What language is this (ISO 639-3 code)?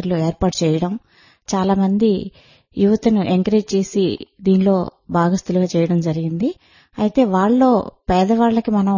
tel